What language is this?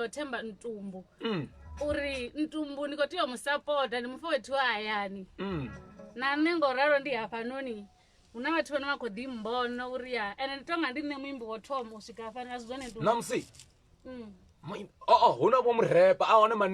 Venda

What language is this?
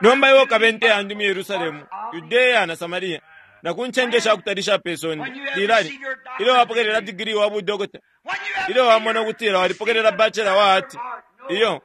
Bemba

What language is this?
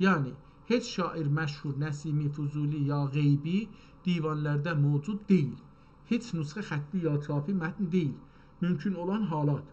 South Azerbaijani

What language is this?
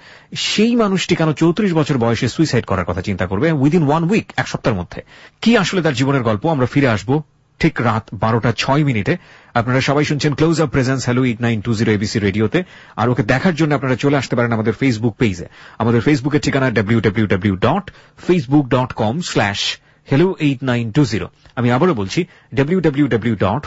Bangla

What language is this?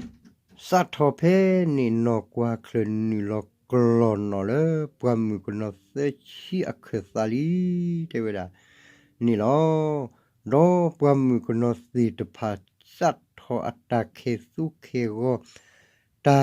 S'gaw Karen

